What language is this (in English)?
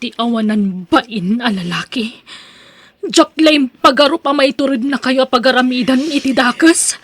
Iloko